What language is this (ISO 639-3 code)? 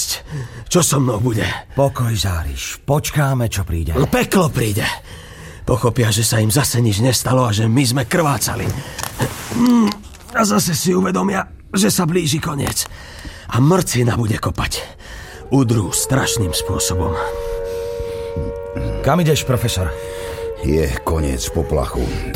slk